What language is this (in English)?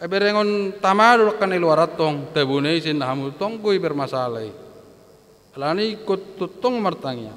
Batak Toba